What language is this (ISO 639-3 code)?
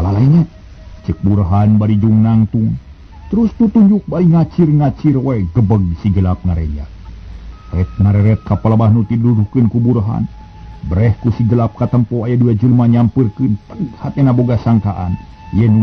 sun